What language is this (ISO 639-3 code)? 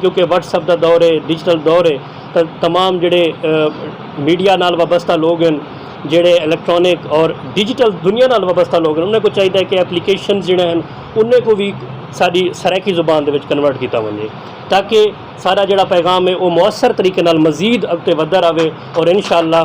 skr